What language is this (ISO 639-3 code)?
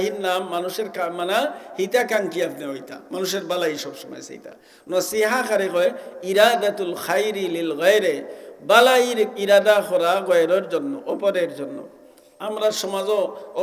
syl